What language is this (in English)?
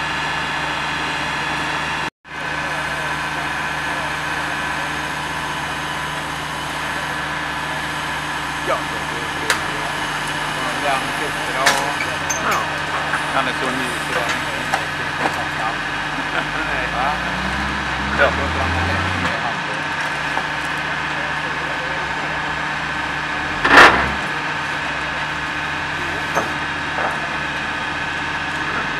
Swedish